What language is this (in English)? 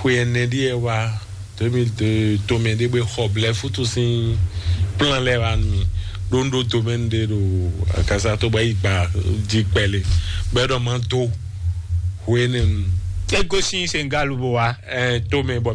Fon